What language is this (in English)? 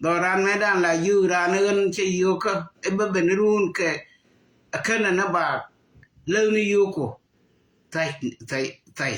Nuer